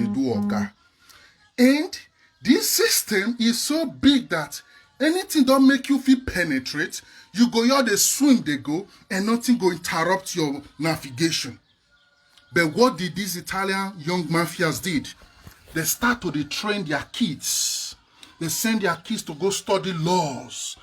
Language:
Nigerian Pidgin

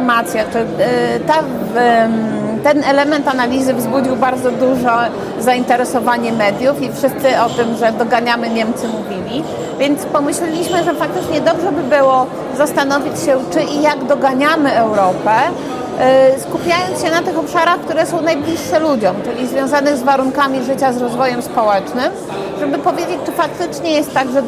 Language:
Polish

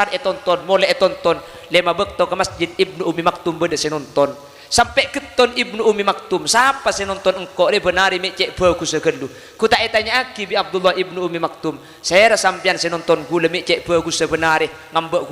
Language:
Madurese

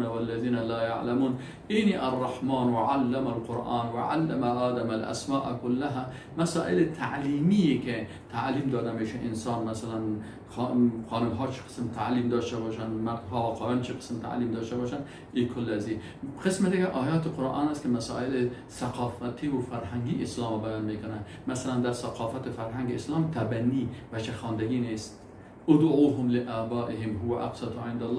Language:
Persian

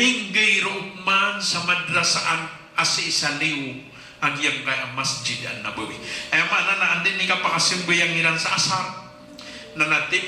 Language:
Maranao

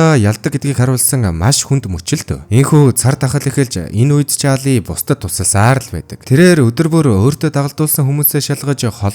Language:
Mongolian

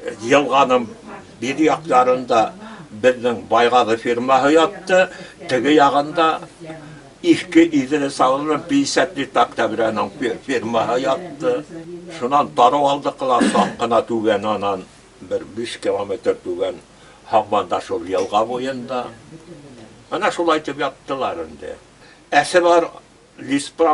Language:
Bashkir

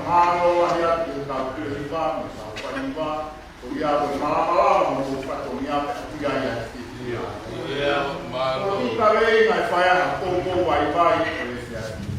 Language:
Tongan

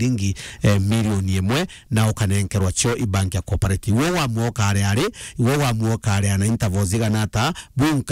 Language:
Meru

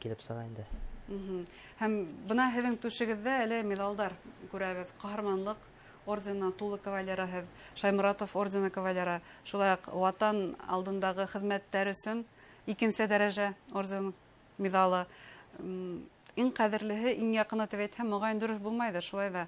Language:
Bashkir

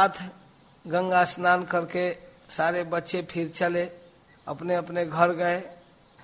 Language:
Hindi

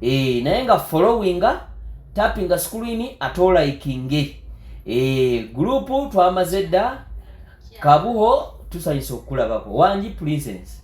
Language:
Ganda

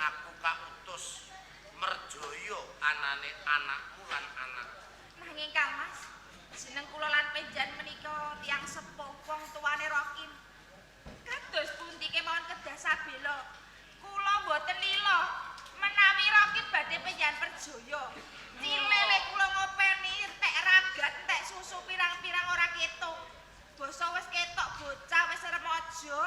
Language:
Javanese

